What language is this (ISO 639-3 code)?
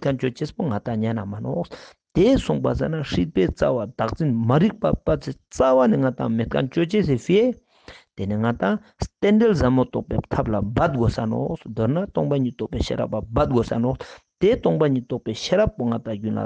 lbj